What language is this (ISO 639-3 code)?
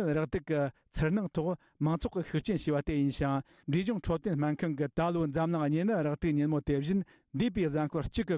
bod